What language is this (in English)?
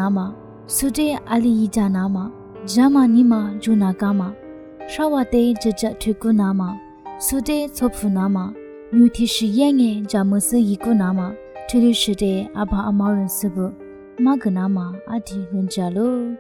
Lisu